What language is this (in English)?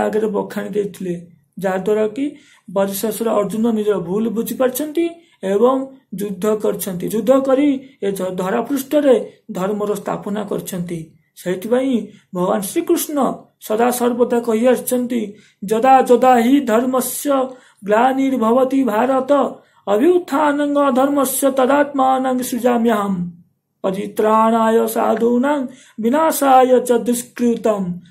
Odia